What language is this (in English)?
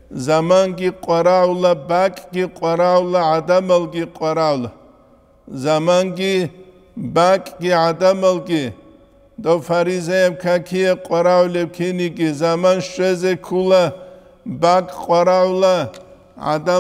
Avaric